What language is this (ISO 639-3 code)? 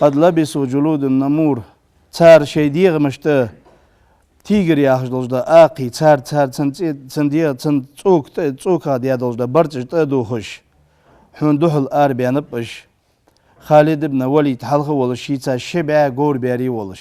inh